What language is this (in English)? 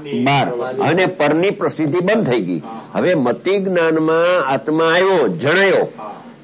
Gujarati